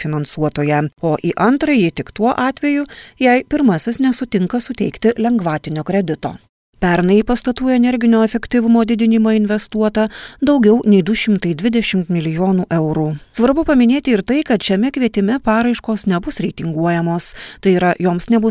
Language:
Lithuanian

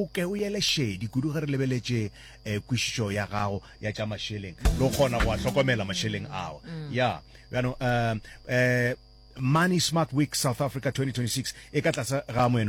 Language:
Northern Sotho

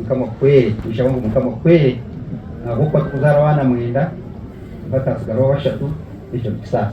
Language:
Nyankole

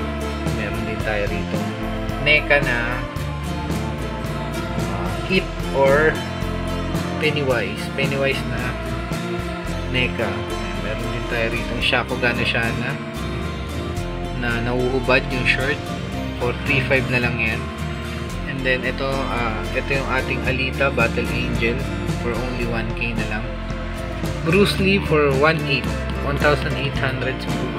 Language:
Filipino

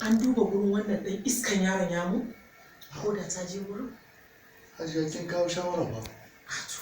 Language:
Hausa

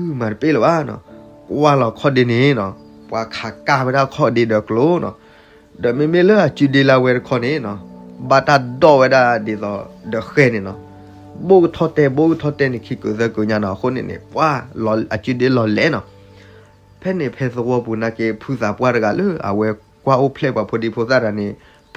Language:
S'gaw Karen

